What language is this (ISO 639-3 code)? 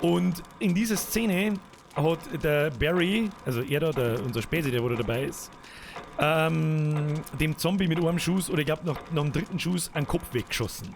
bar